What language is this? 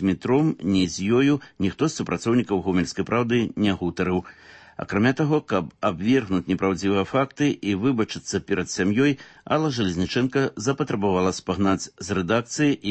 Belarusian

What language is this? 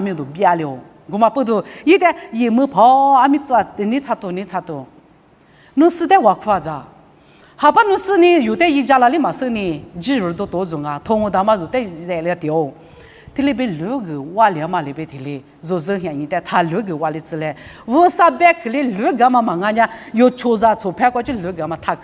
Lisu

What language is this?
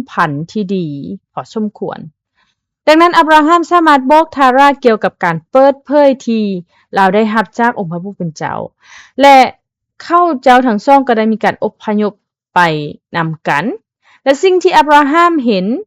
Lao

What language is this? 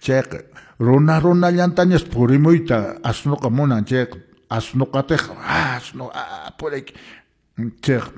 Quechua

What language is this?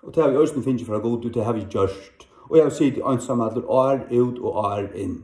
Faroese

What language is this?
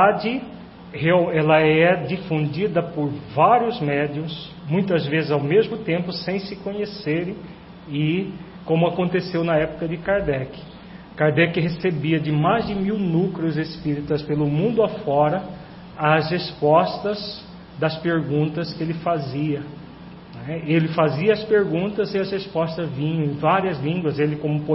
Portuguese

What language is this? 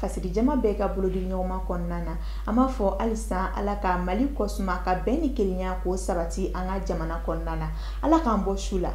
Bambara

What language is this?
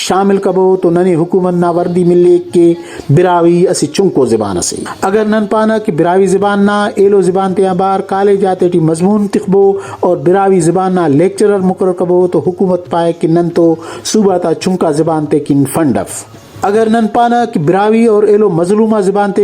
Brahui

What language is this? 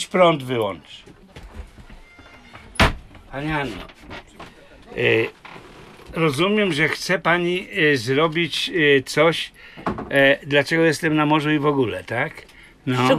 Polish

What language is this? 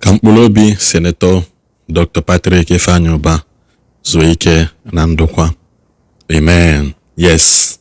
Igbo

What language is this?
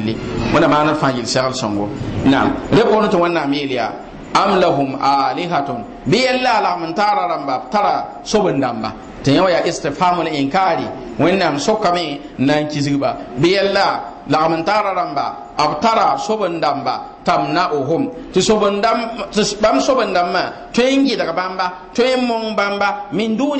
Mossi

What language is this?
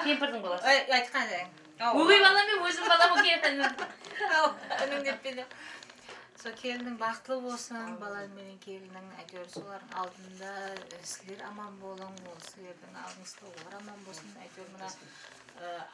Kara-Kalpak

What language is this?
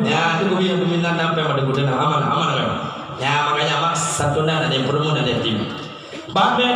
Achinese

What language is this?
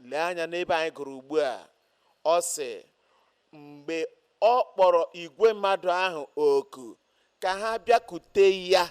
Igbo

